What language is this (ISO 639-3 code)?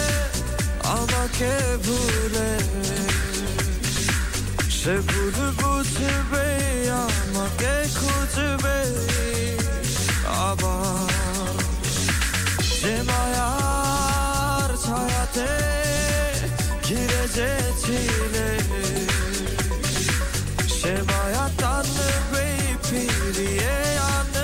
ben